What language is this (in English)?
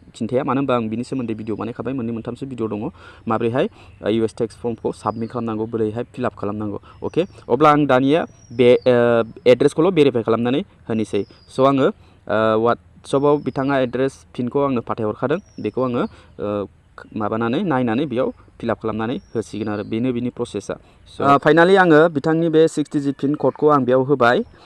Bodo